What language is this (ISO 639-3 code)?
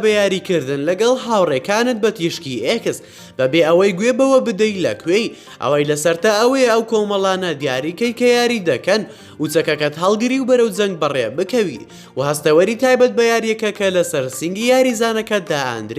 ckb